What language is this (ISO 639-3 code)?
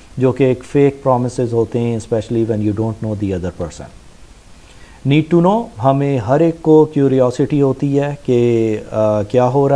urd